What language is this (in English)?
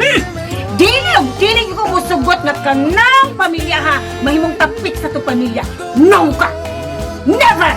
Cebuano